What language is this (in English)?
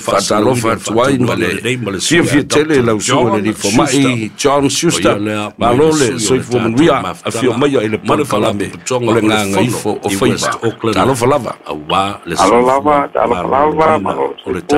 Samoan